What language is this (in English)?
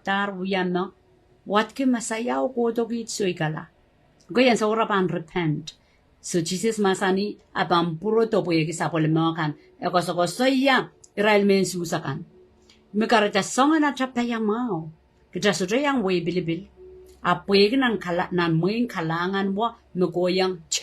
Pohnpeian